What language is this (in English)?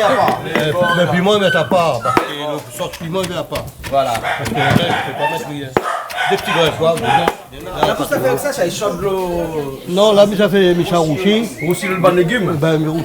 Réunion Creole French